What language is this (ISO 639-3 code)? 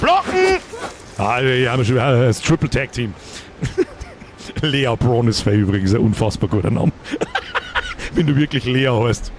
bar